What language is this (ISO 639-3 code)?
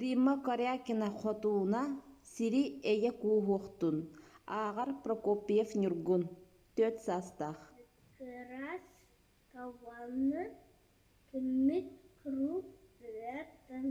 sah